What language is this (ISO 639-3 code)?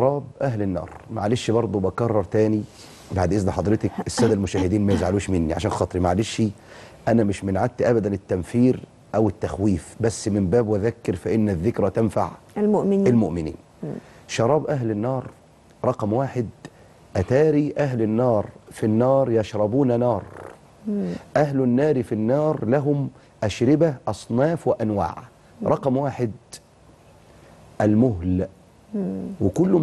arz